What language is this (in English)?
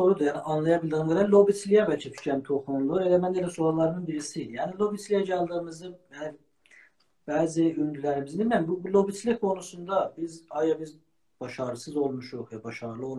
South Azerbaijani